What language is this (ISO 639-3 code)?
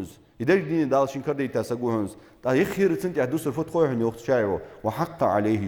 inh